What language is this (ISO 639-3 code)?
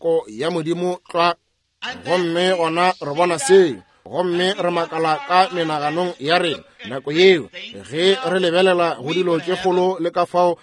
nso